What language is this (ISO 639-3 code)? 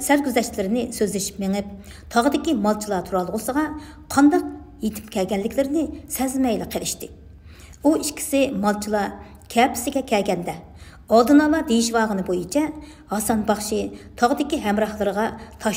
uig